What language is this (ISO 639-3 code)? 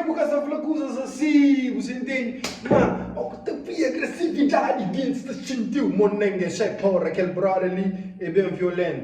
kea